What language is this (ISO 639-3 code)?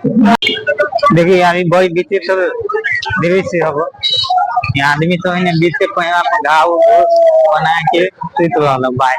mai